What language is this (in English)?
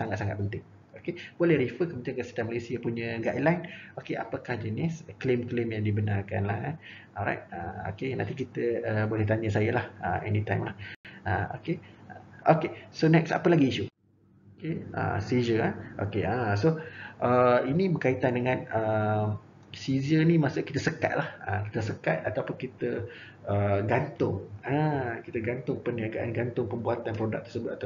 Malay